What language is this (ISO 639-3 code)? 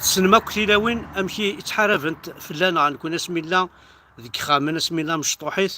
kab